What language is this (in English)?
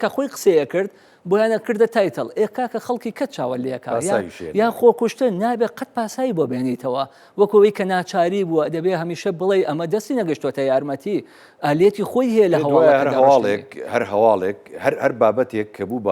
Central Kurdish